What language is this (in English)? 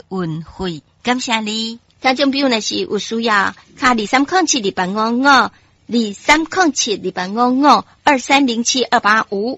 Min Nan Chinese